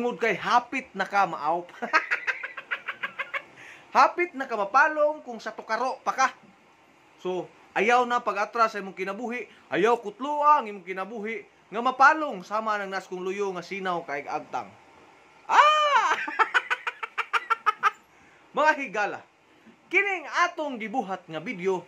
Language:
Cebuano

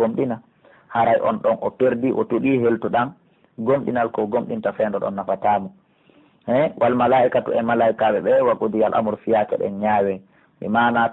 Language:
Pular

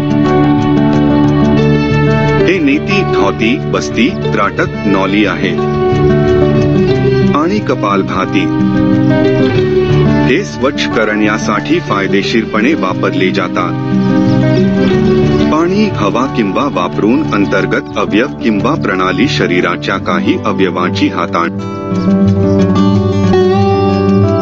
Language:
Marathi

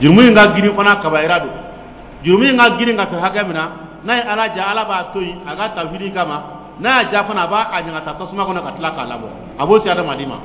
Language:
Dyula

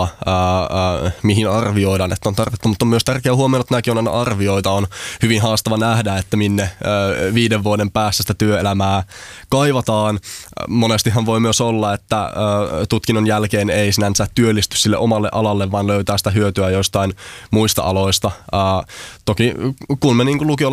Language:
Finnish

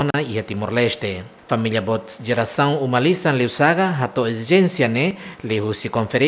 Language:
Tetum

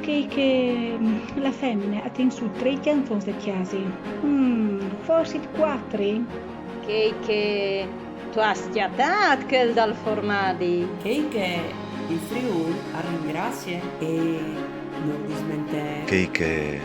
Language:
Friulian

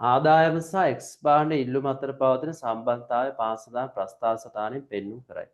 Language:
Sinhala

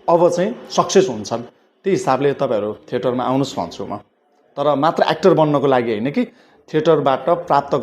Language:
Nepali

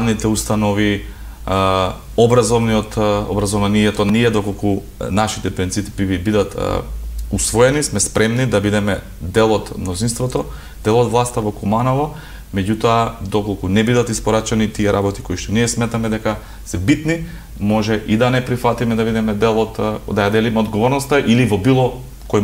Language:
Macedonian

